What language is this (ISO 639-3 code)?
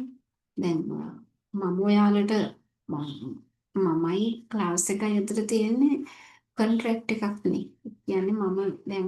sin